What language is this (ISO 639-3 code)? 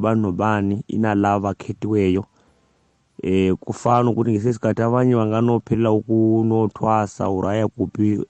nbl